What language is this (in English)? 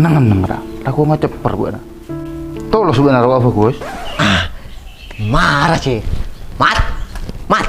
Madurese